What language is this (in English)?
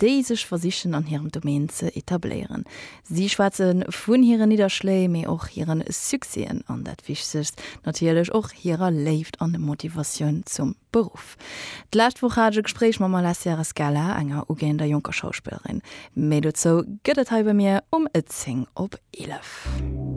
Luxembourgish